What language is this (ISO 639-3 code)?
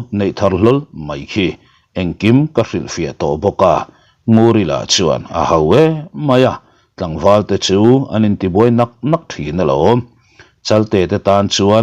lus